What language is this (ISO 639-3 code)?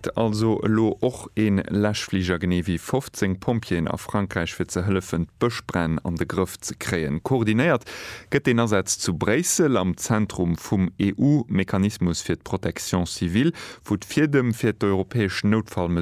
ltz